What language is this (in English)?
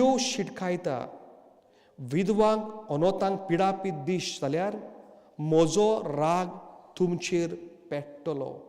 Konkani